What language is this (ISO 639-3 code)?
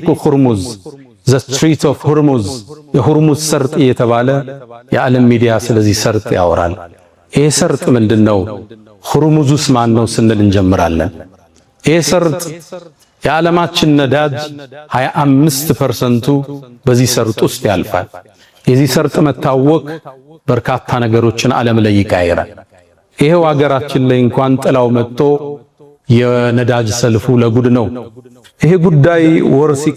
amh